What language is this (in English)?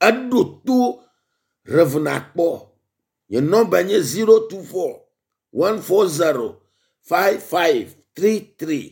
Ewe